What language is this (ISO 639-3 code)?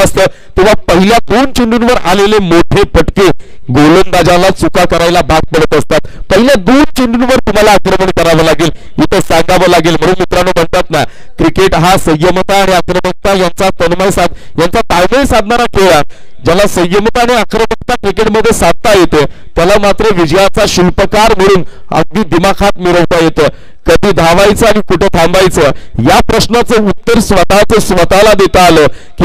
mar